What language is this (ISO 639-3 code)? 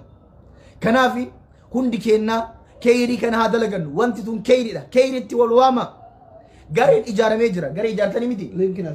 orm